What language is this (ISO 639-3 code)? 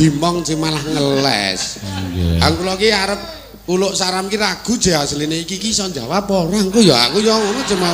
jav